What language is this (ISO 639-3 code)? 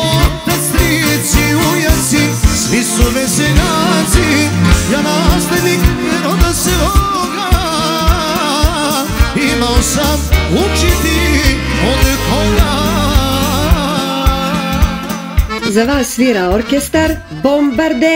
srp